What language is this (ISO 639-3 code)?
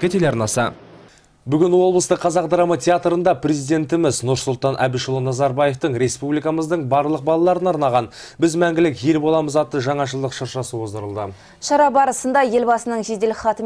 kaz